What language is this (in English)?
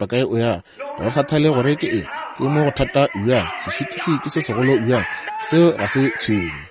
Northern Sotho